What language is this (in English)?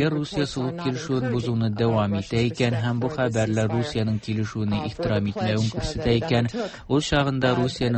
Tatar